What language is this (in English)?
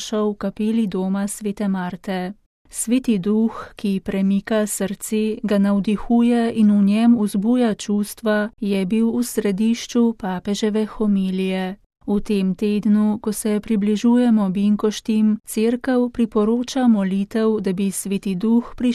Slovenian